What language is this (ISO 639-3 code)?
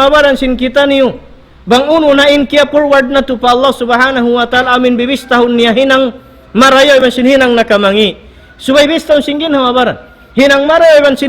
tsg